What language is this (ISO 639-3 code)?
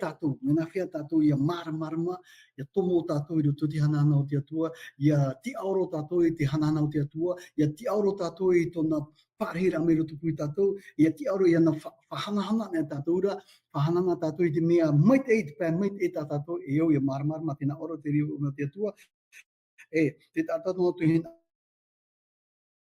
tah